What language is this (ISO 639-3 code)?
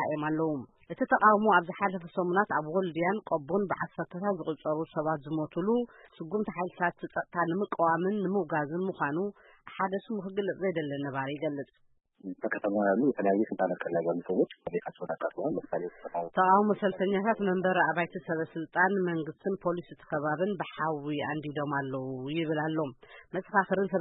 tir